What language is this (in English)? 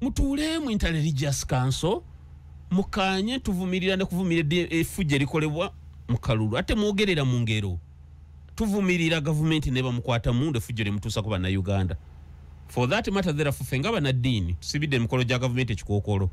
Ganda